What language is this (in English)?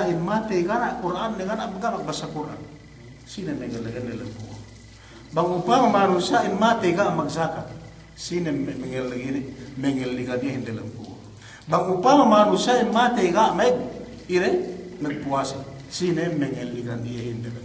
Yakan